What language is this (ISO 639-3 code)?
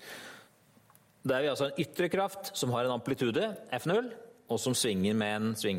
nor